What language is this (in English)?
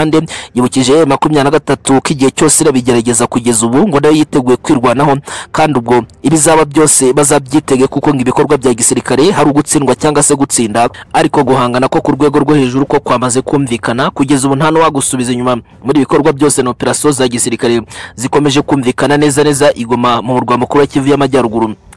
Kinyarwanda